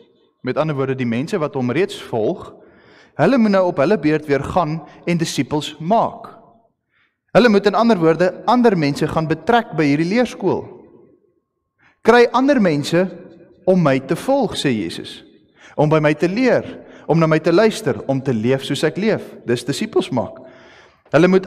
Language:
Afrikaans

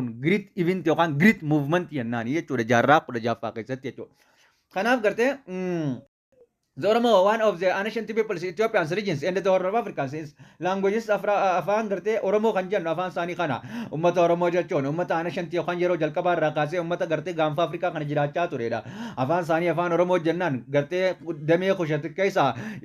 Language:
Oromo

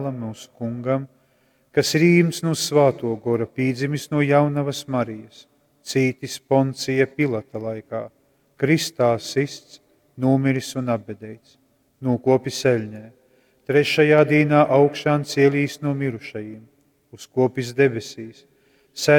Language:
Latgalian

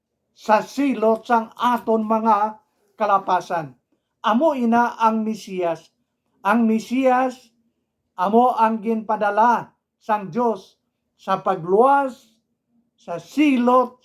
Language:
Hiligaynon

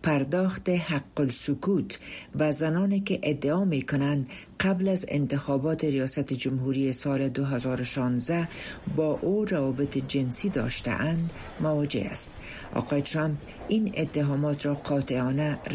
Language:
Persian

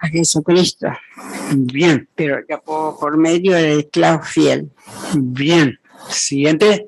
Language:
Guarani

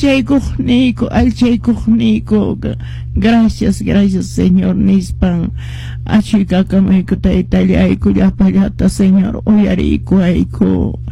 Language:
Quechua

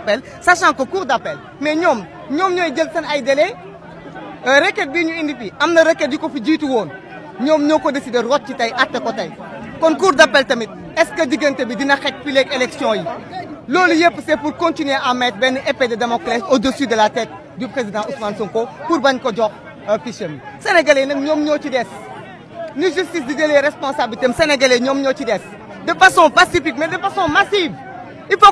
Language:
Wolof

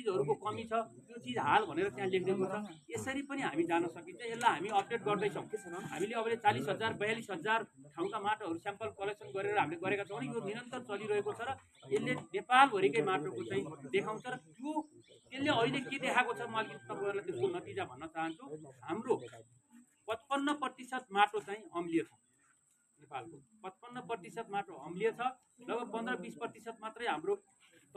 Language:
Nepali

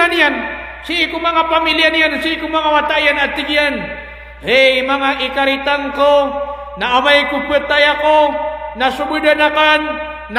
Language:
Maranao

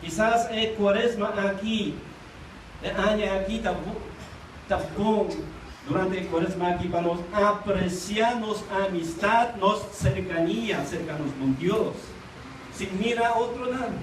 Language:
Papiamento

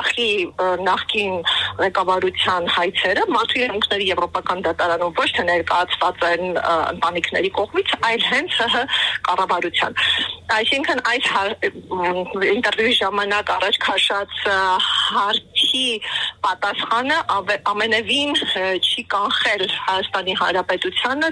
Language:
Armenian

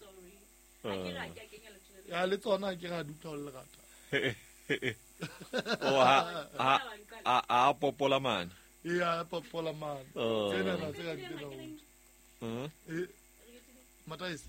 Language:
Southern Sotho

